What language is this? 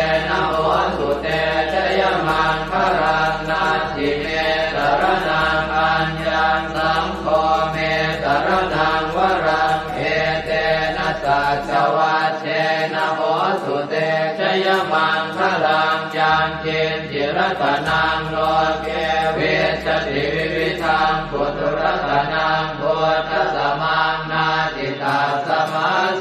Pali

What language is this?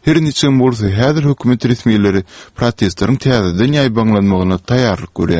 Turkmen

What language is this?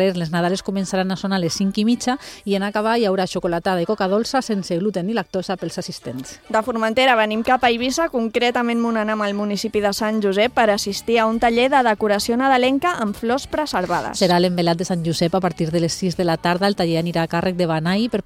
Catalan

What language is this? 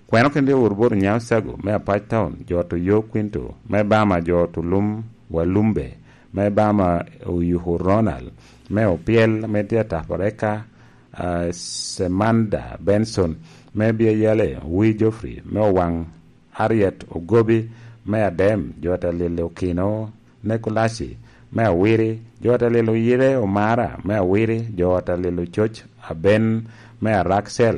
Lango (Uganda)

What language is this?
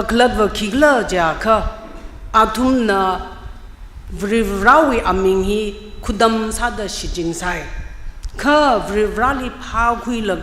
Tangkhul Naga (India)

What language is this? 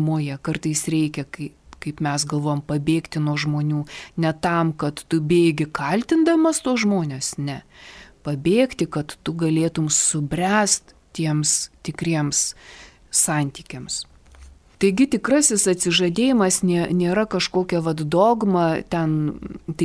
Lithuanian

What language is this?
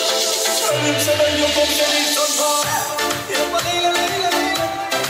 Turkmen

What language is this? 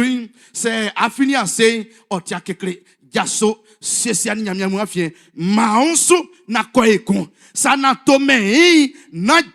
Baoulé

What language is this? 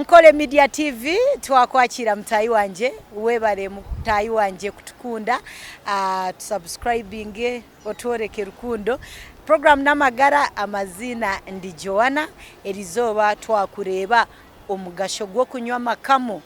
Nyankole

